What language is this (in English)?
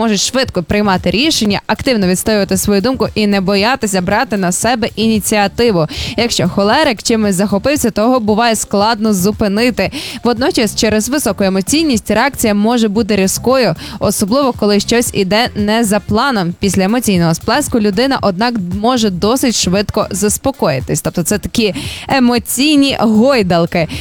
Ukrainian